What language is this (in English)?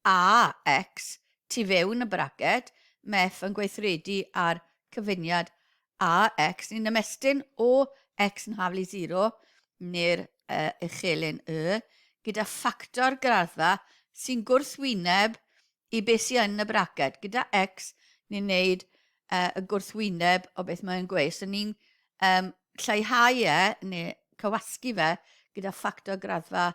Welsh